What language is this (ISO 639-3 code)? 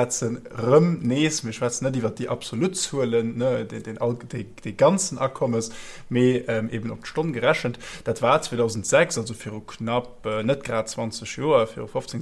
ltz